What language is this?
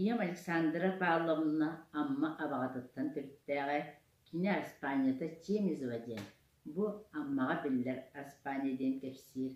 Yakut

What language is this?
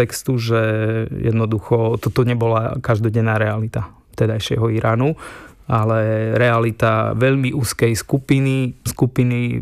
Slovak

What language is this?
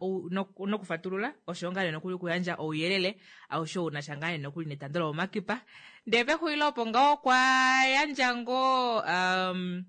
Kuanyama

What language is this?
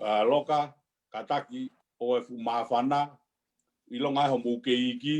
Tongan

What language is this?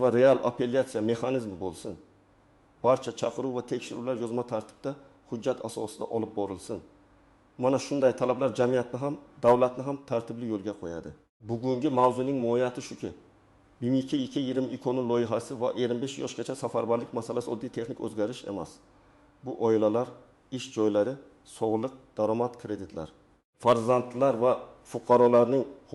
Uzbek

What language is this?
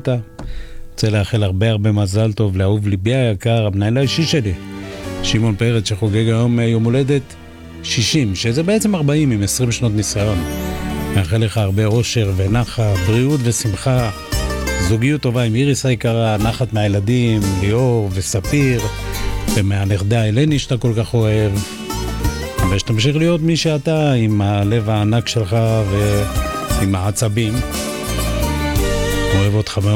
Hebrew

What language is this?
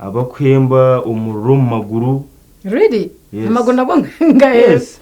Nyankole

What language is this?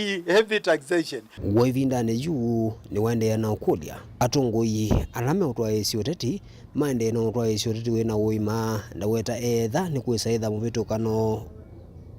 Kamba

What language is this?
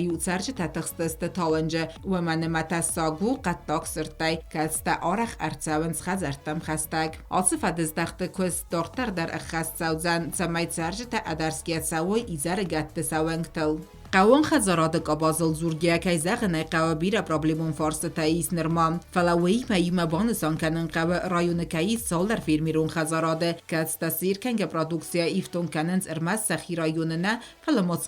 Ossetic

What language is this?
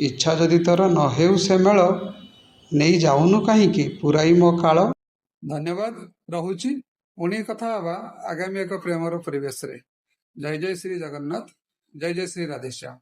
Odia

